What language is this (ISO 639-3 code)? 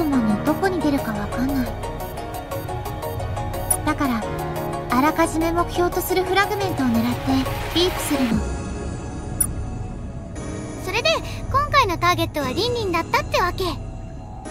jpn